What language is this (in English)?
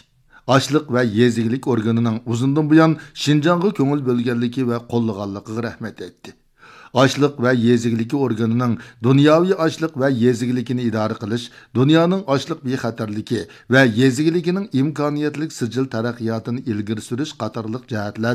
Uyghur